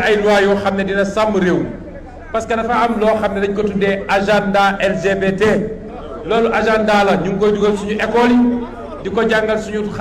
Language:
Wolof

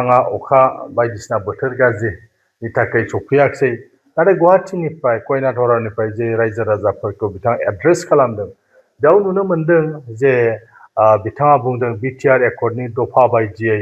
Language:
Bodo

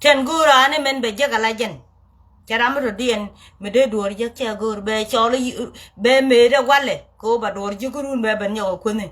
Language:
Nuer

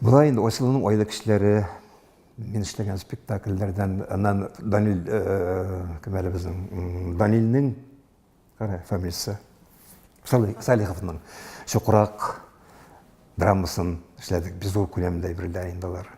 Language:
Tatar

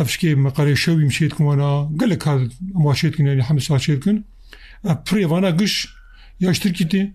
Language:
Kurdish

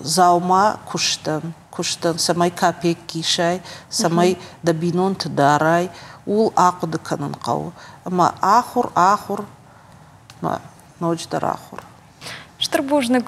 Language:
Ossetic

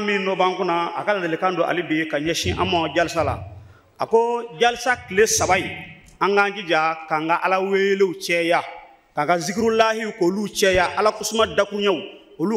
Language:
Bambara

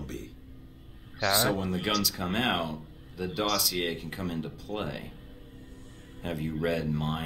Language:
English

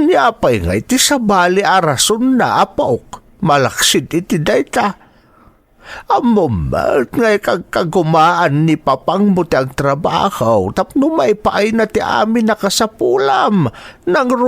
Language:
Iloko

